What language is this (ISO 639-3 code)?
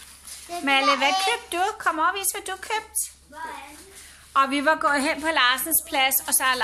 dan